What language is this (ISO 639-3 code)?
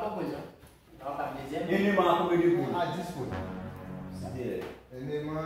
hat